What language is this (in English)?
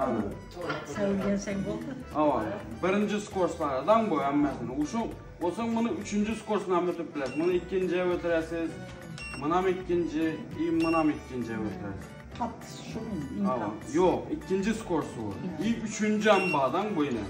Turkmen